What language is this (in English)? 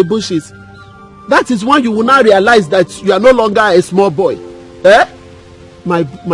Nigerian Pidgin